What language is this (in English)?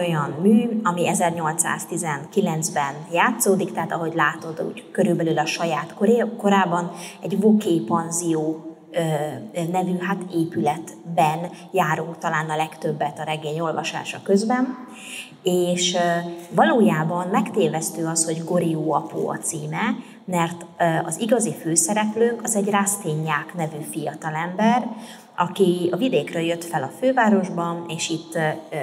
Hungarian